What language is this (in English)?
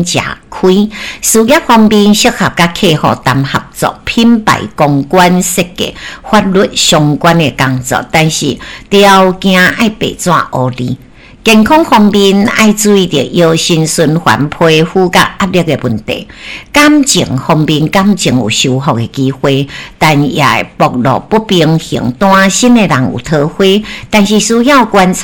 Min Nan Chinese